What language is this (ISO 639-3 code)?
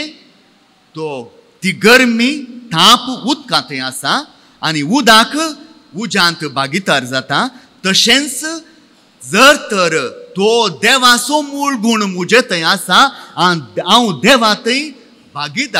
kok